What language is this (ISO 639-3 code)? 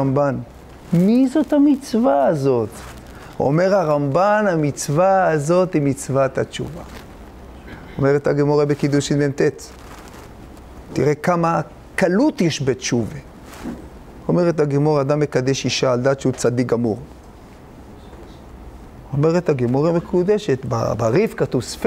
heb